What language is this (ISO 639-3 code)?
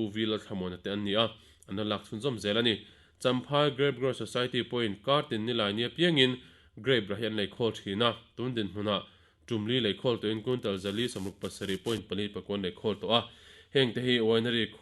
lus